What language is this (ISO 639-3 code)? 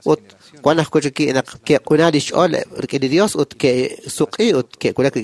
kek